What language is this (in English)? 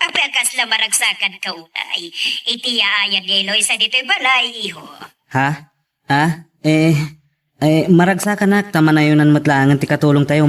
Iloko